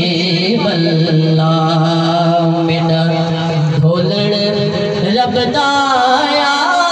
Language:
Saraiki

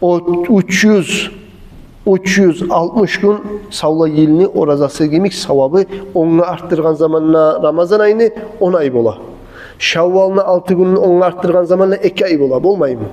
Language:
Kumyk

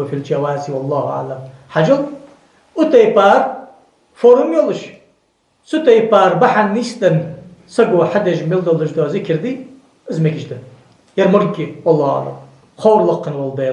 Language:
Ingush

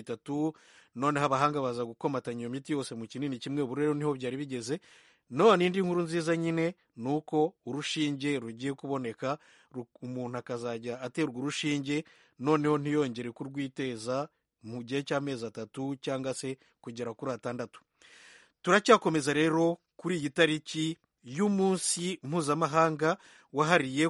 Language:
Kinyarwanda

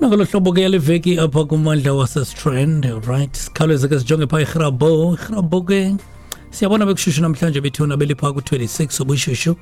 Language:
Xhosa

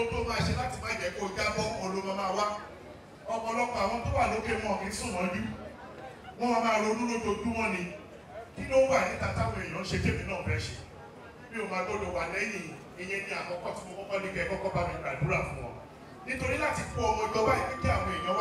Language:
Yoruba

